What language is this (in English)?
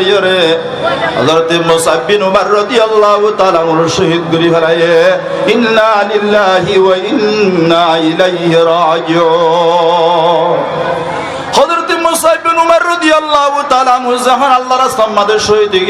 Rohingya